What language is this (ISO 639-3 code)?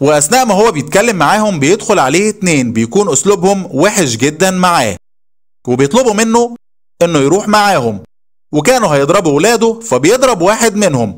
arz